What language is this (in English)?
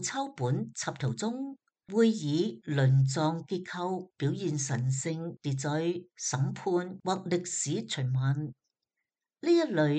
Cantonese